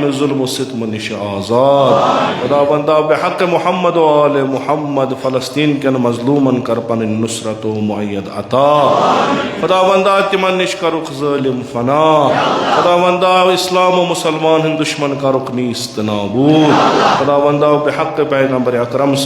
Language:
Kashmiri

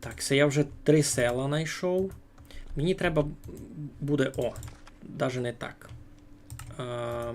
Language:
Rusyn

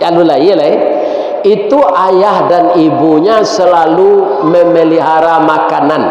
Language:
Minangkabau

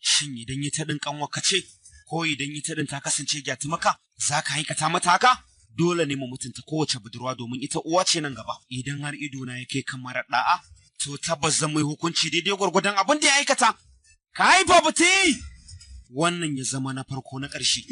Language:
Hausa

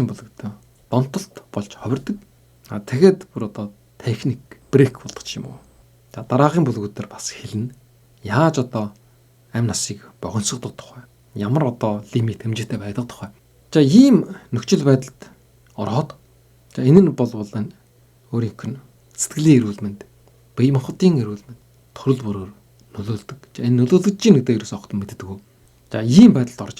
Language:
Mongolian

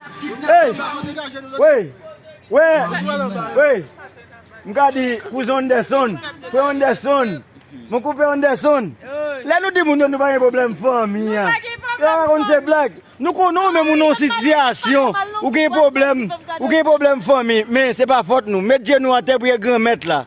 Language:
Haitian Creole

